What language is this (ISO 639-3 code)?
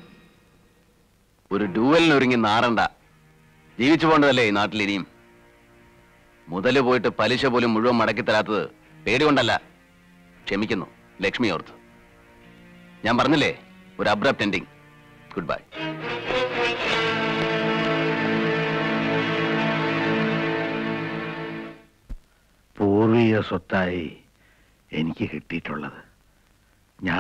mal